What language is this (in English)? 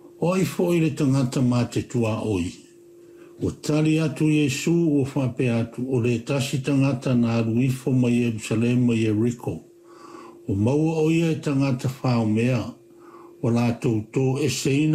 Samoan